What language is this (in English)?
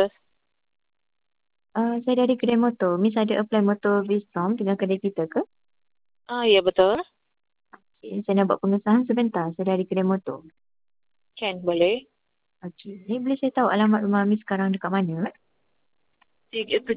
Malay